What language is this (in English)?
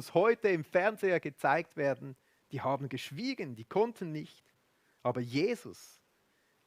Swiss German